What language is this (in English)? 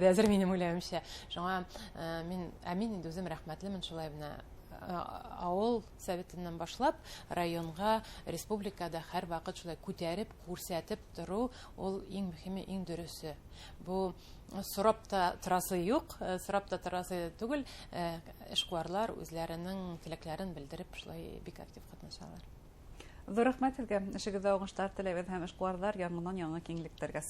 Bashkir